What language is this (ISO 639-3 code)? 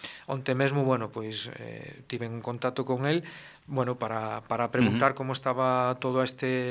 glg